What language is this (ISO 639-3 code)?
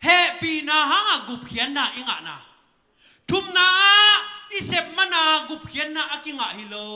ctd